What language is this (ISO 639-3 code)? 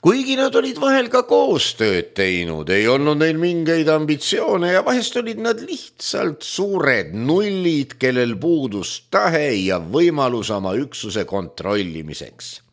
est